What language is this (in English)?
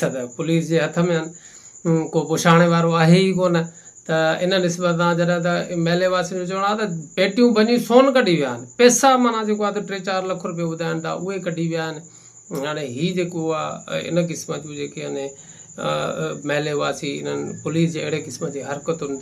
Sindhi